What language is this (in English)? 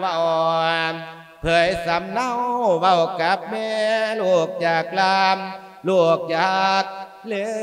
Lao